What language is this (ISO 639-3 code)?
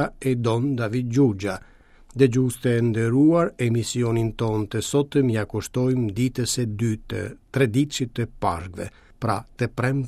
sqi